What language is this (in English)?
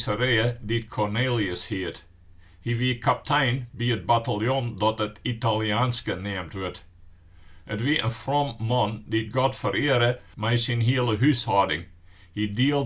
Western Frisian